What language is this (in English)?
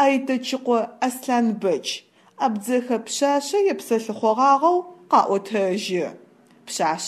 Adyghe